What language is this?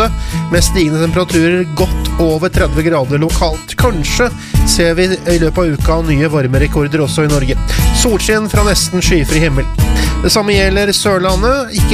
Norwegian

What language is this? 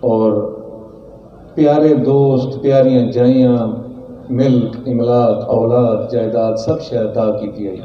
Saraiki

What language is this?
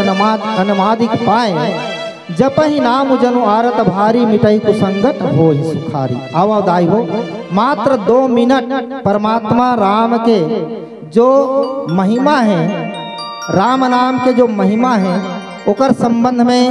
Chhattisgarhi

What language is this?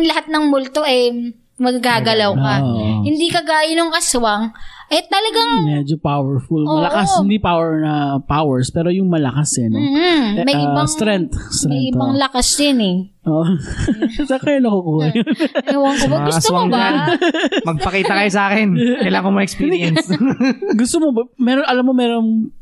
Filipino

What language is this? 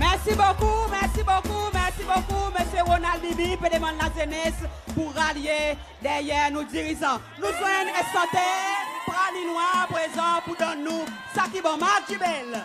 Seselwa Creole French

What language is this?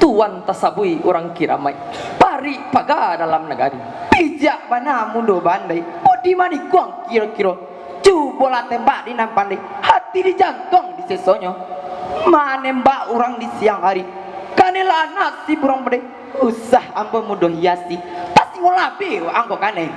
Minangkabau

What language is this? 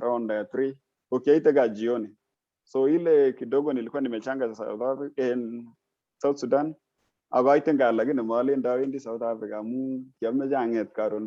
Kalenjin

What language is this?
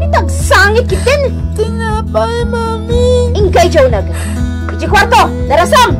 Iloko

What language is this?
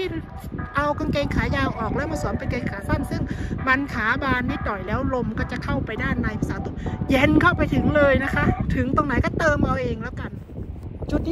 Thai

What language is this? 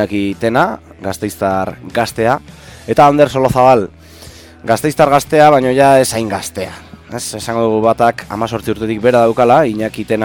Basque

